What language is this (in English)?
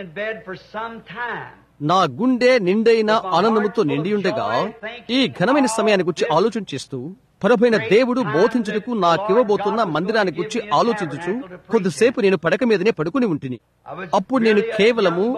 Telugu